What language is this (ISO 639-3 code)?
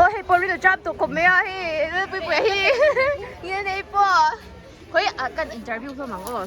lus